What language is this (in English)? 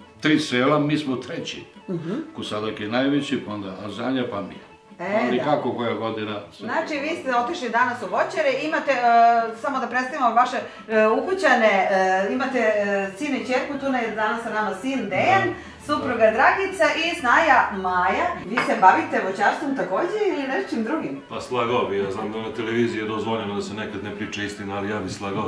Serbian